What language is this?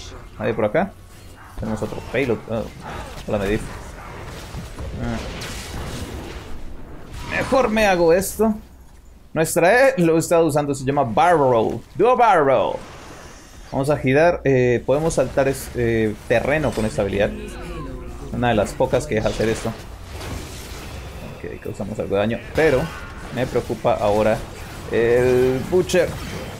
Spanish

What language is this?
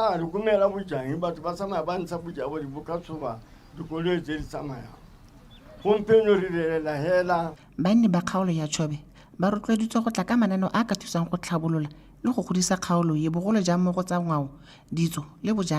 Tswana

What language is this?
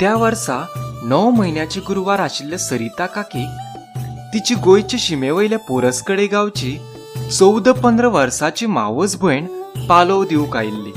Konkani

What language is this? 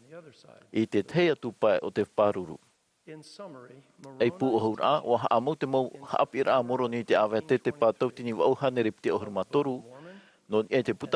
Tahitian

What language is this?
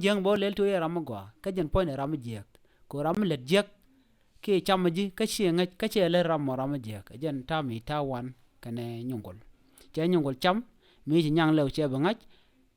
Nuer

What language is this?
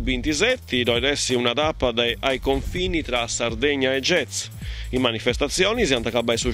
Sardinian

